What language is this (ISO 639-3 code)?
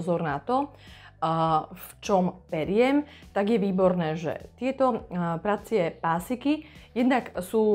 slk